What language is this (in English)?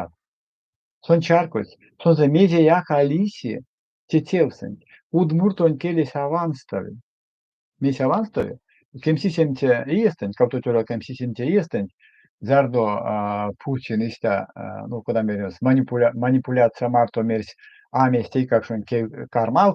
Erzya